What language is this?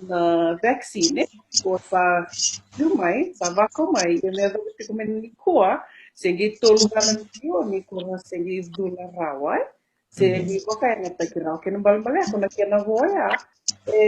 Fijian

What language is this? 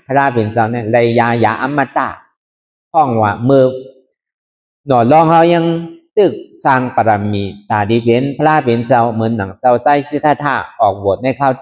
Shan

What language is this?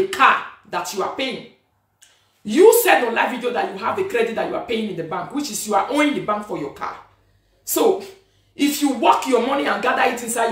Nigerian Pidgin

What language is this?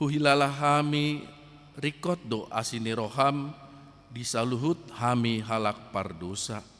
Batak Toba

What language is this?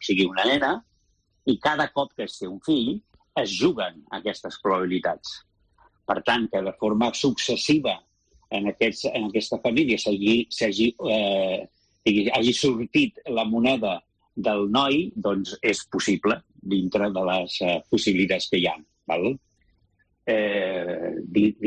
Catalan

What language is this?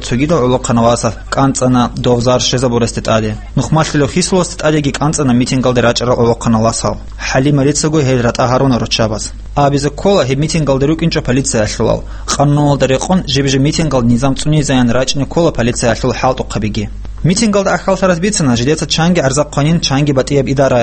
Avaric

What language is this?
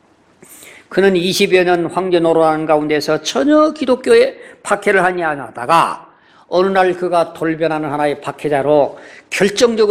Korean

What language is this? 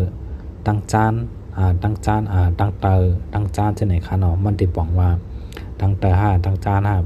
Shan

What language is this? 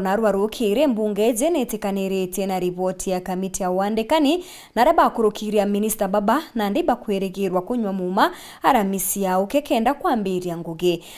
Meru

